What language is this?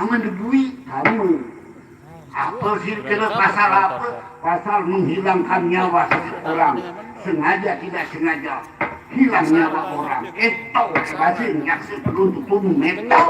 Sasak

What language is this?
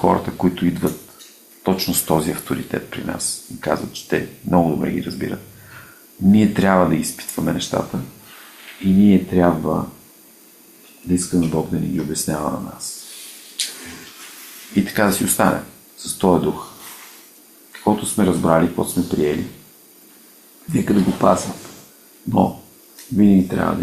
Bulgarian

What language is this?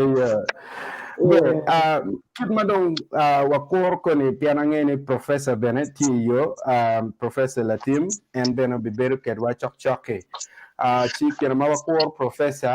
Acoli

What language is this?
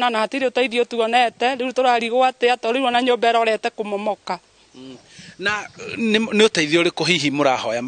Kikuyu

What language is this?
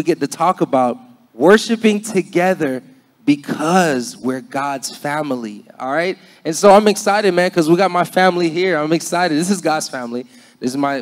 English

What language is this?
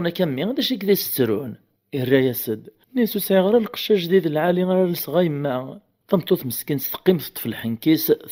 Kabyle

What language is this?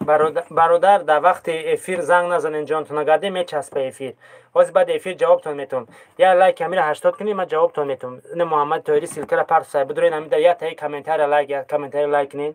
Tajik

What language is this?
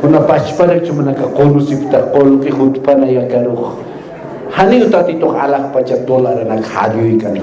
Aymara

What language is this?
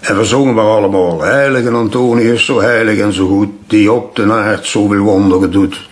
Limburgish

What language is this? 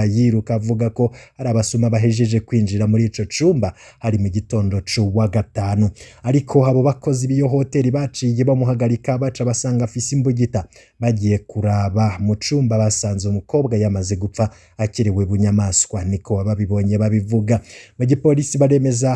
Rundi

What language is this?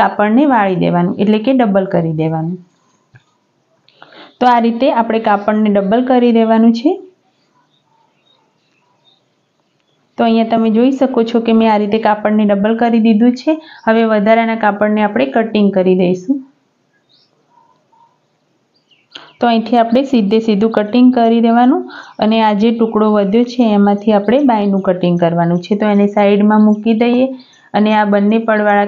Gujarati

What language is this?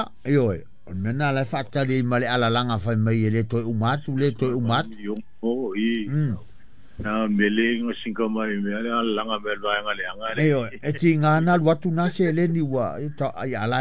Samoan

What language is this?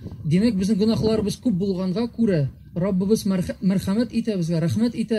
Tatar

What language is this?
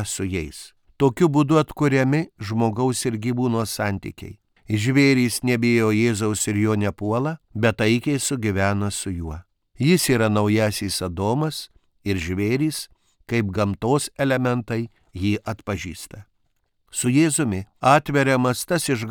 Lithuanian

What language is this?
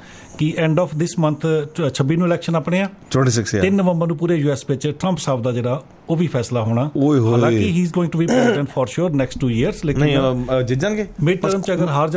Punjabi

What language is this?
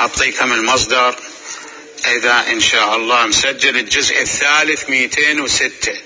Mesopotamian Arabic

